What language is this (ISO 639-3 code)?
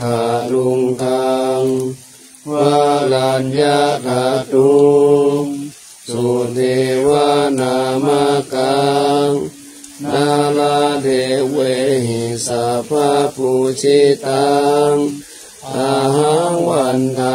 pli